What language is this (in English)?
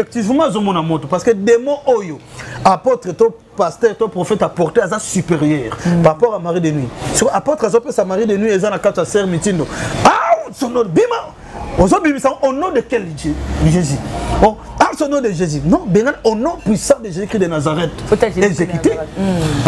Lingala